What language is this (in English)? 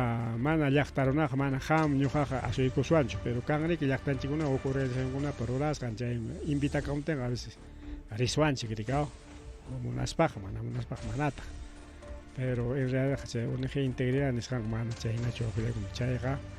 Ayacucho Quechua